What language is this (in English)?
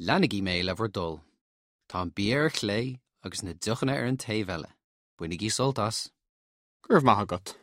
Irish